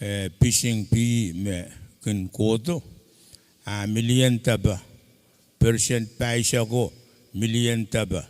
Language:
Pohnpeian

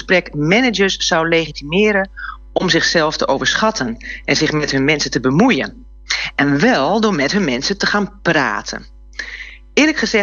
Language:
Dutch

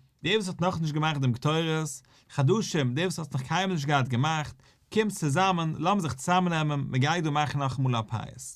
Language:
Yiddish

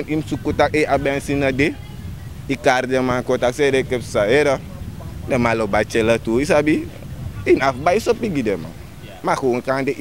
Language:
Sranan Tongo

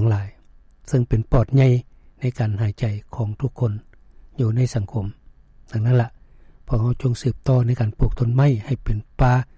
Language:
Lao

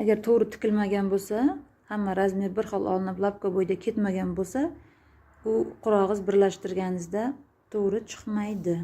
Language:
Uzbek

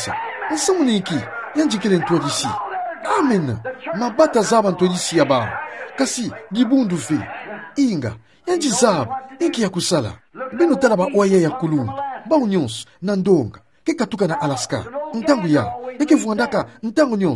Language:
Kituba (Democratic Republic of Congo)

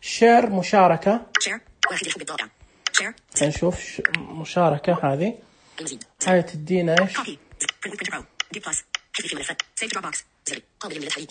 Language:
Najdi Arabic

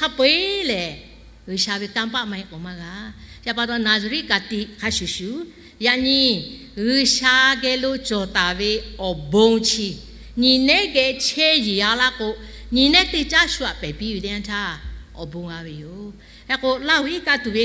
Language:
Lahu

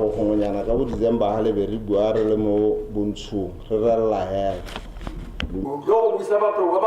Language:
Tswana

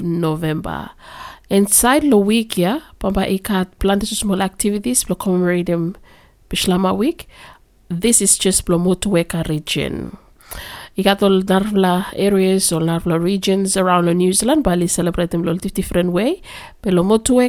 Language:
Bislama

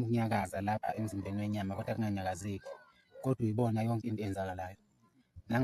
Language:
Zulu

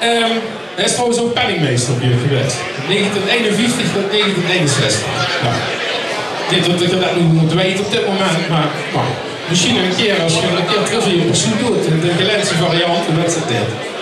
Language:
Limburgish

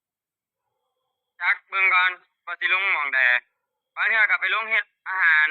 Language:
Northeastern Thai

